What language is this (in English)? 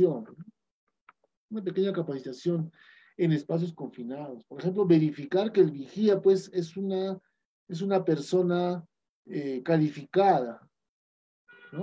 Spanish